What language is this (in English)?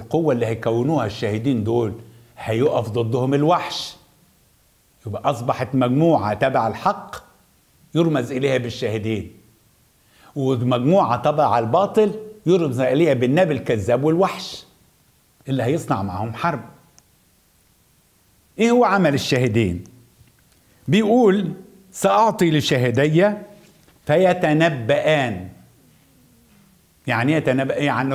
Egyptian Arabic